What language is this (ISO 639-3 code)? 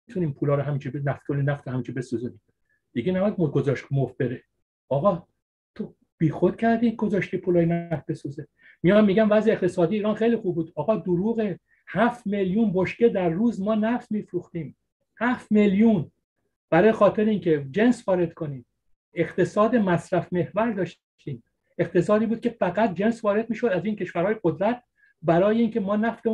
fas